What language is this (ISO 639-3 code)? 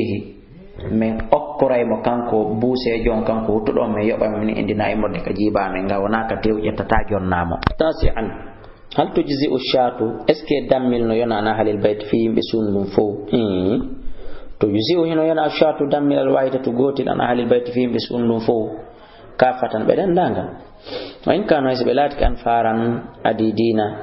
ful